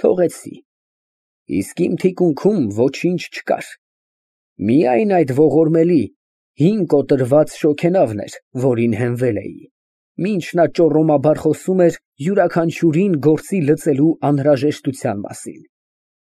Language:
Armenian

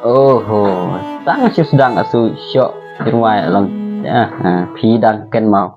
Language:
Khasi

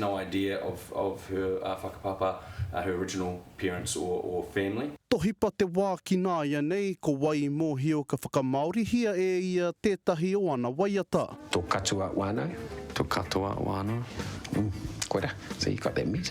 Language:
Māori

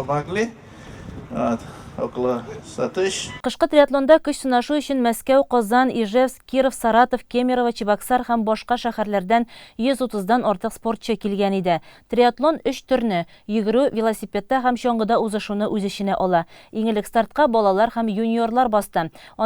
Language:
Tatar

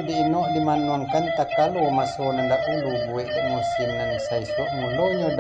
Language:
Minangkabau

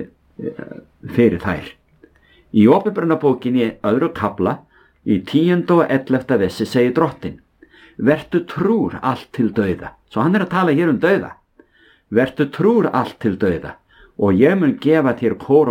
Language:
Icelandic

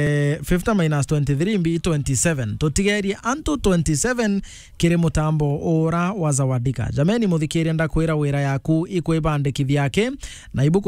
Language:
Meru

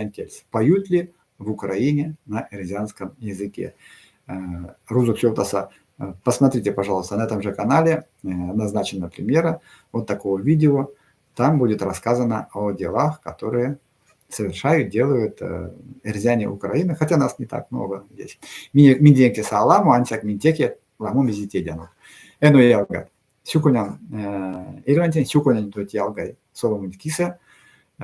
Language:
Erzya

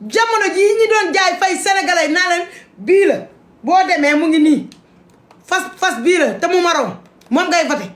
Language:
Wolof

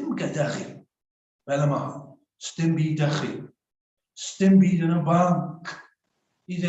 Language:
Welsh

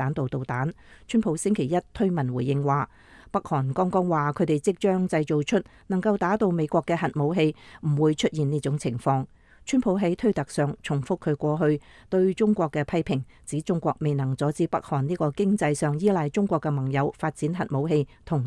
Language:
Cantonese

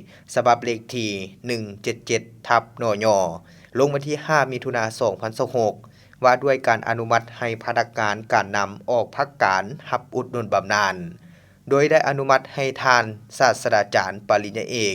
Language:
Lao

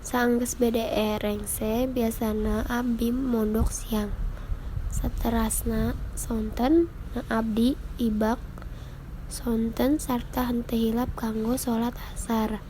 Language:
Sundanese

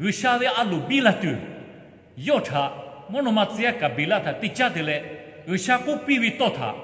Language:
Lahu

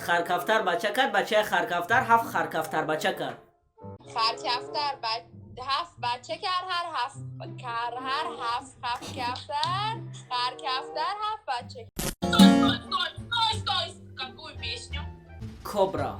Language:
Tajik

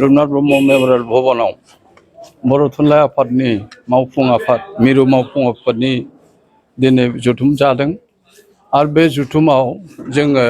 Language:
Bodo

